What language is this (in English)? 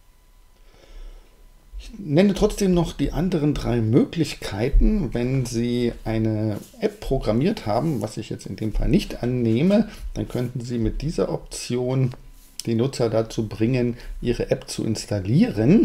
German